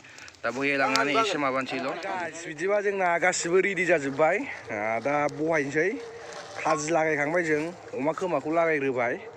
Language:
Bodo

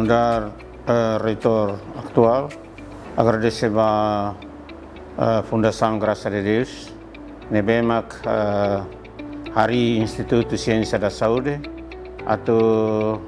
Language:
Tetum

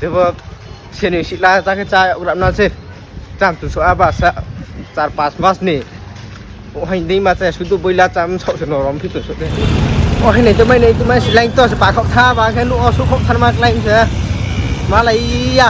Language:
Riang (India)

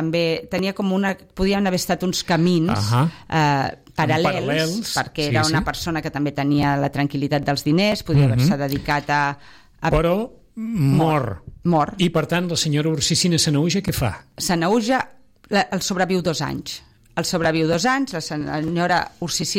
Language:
Catalan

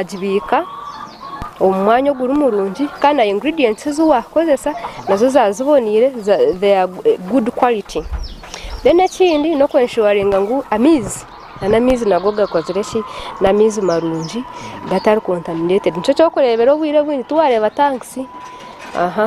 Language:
Nyankole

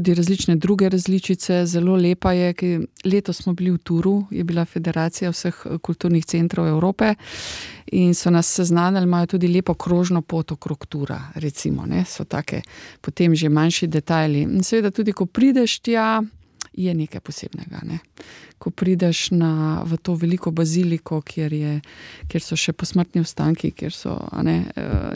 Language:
Slovenian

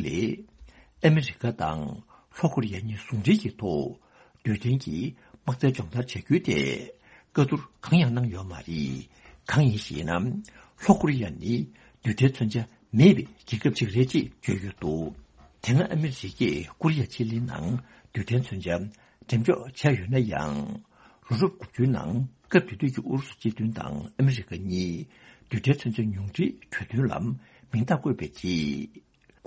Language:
Tibetan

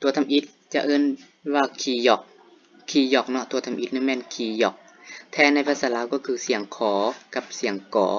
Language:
Lao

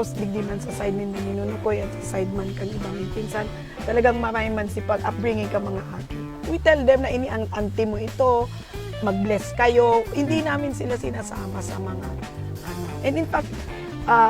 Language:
Bikol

